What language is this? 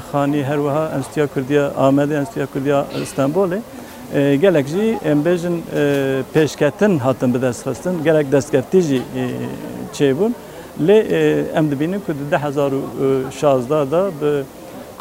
Kurdish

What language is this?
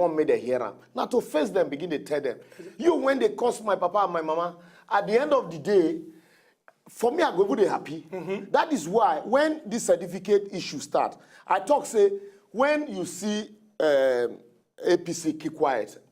Nigerian Pidgin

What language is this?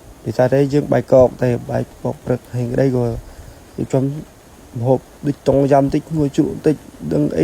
Khmer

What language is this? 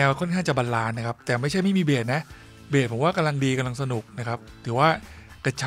Thai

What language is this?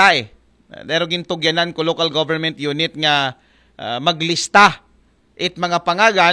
Aklanon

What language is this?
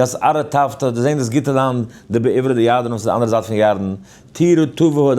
Yiddish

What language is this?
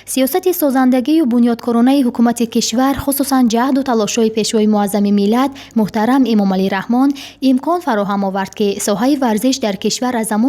Tajik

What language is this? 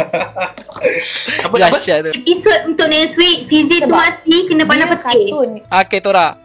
Malay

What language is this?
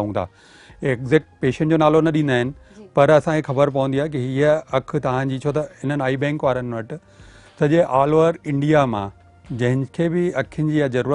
Sindhi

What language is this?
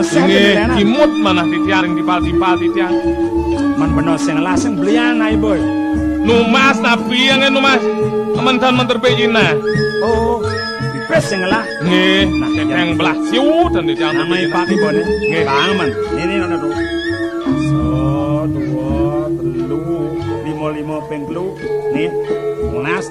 Balinese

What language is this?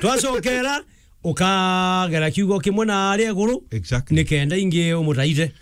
Meru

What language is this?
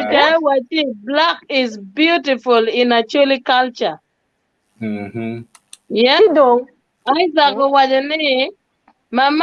Acoli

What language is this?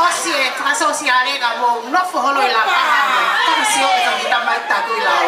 Tongan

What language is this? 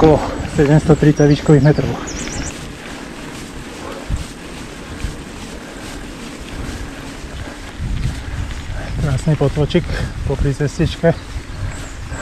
Slovak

